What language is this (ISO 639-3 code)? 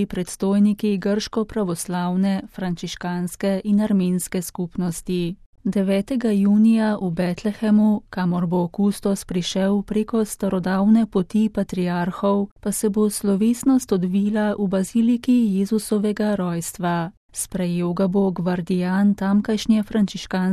slv